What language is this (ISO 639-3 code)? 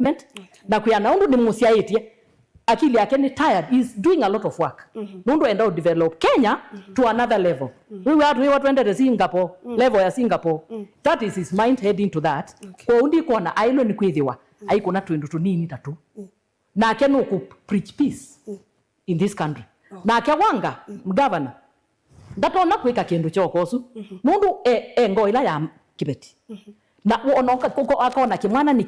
kam